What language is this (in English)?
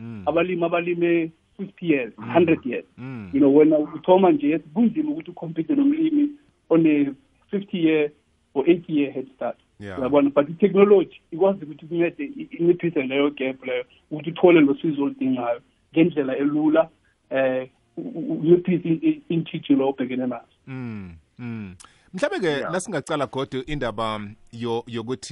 South Ndebele